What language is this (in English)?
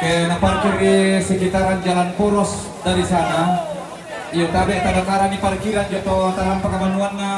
Toraja-Sa'dan